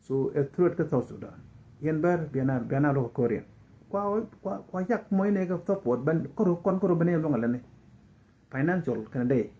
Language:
Nuer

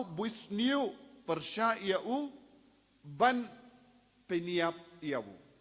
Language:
Khasi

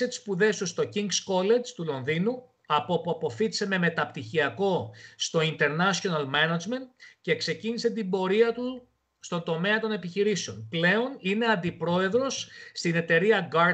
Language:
Greek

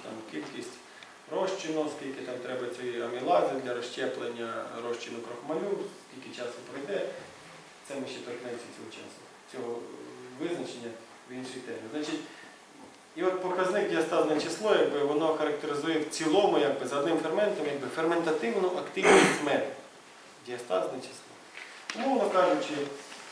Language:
Ukrainian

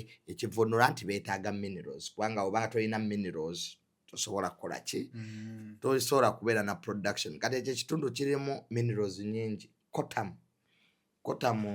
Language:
Ganda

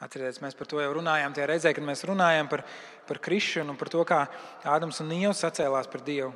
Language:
Latvian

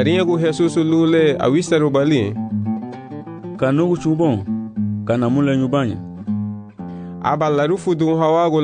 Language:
Garifuna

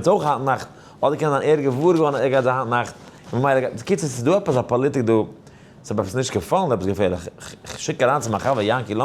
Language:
Yiddish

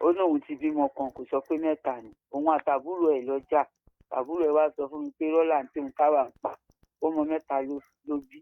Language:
Yoruba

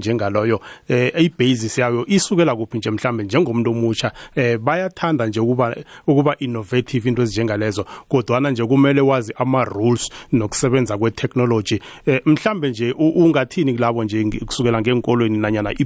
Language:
South Ndebele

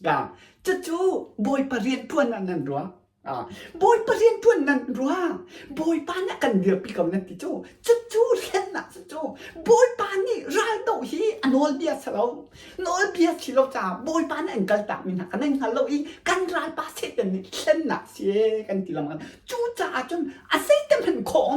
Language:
Hakha Chin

